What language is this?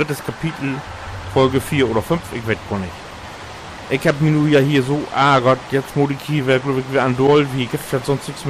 Low German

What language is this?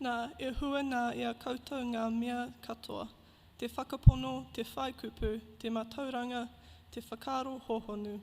Māori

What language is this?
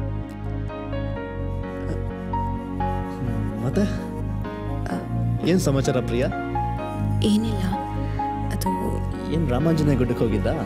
Kannada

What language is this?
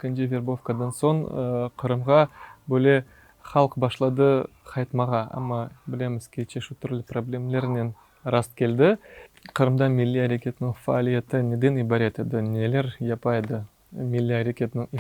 Crimean Tatar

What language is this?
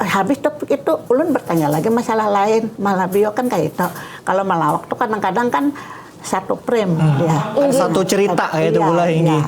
Banjar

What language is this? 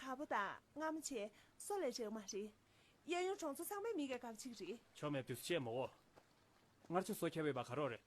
Tibetan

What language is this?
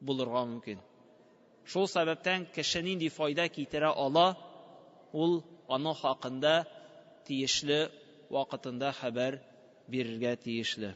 Tatar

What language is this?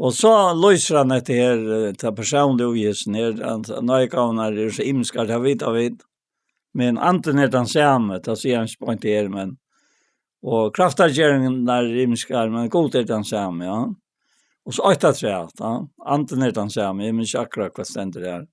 Faroese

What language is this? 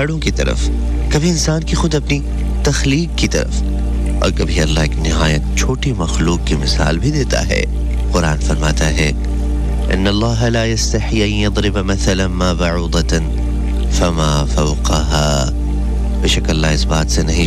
Urdu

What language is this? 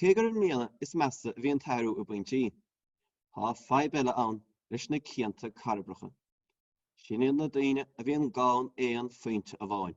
Irish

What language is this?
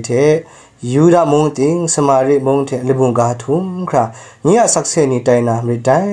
Kachin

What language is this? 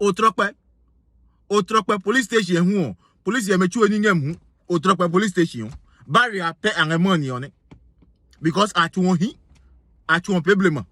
Adangme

